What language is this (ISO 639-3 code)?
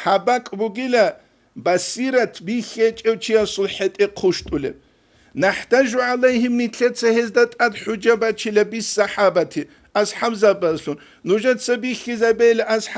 ava